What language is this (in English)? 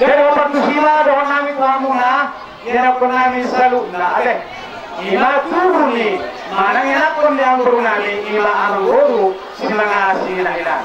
Batak Toba